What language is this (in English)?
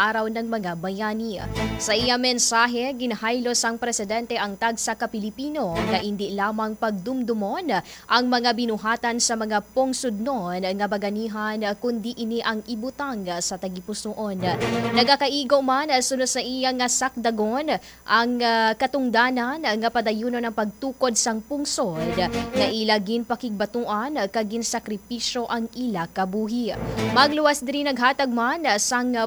Hiligaynon